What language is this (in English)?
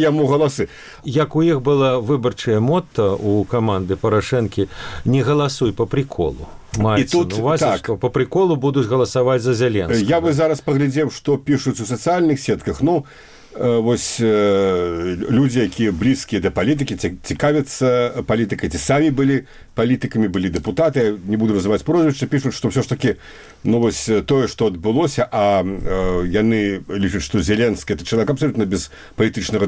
Belarusian